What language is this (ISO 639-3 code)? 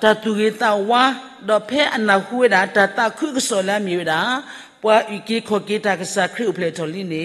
ksw